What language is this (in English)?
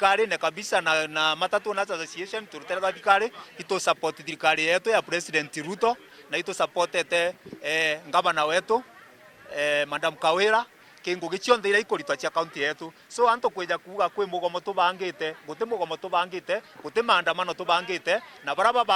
Meru